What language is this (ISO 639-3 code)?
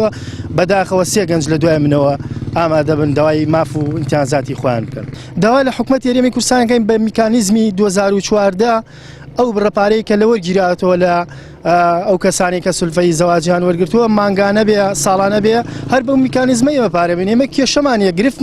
ckb